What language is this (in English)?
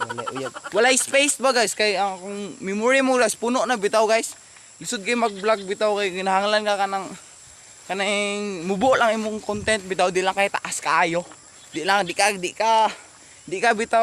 Cebuano